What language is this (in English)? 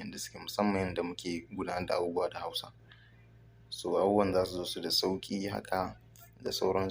Hausa